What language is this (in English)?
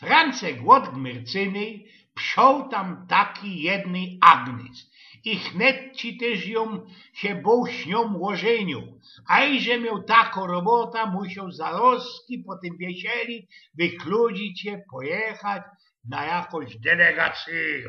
Silesian